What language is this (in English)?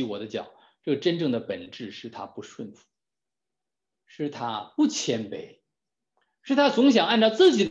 Chinese